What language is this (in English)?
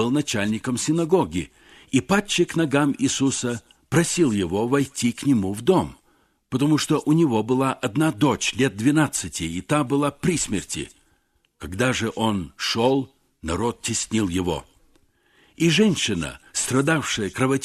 Russian